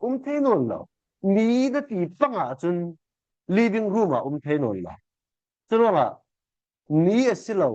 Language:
Falam Chin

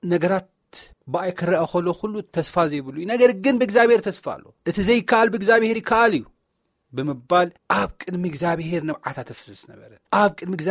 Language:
Tigrinya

